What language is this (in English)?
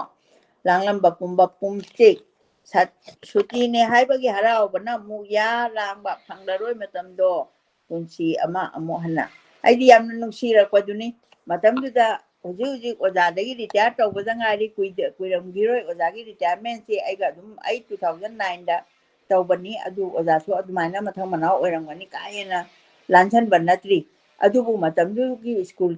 Manipuri